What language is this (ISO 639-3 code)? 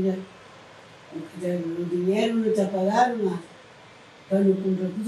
kea